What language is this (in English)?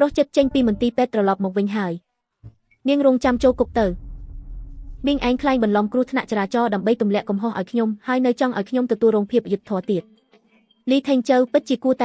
Khmer